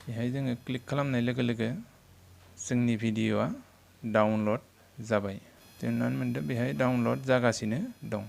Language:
Bodo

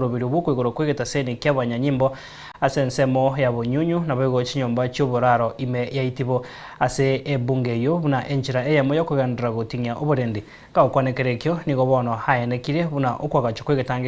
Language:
Gusii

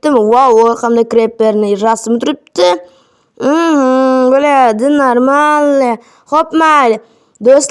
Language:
Uzbek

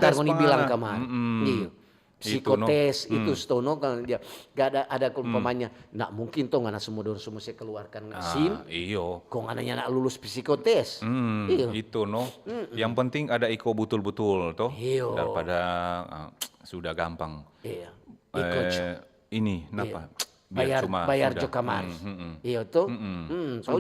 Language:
Manado Malay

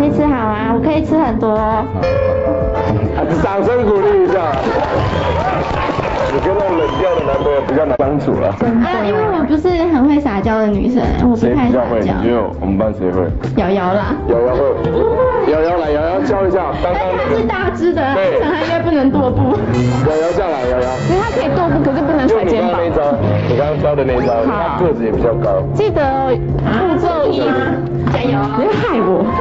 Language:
Chinese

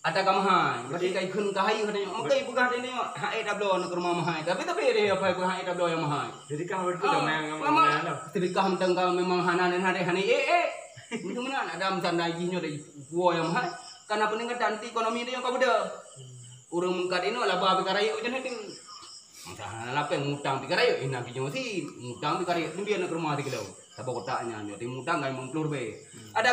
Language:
Achinese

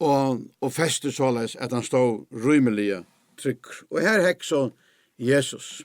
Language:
Faroese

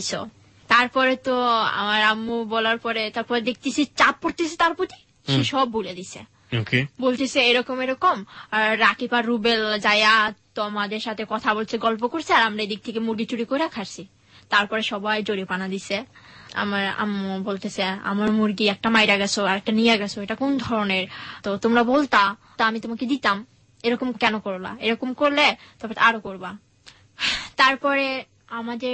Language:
Bangla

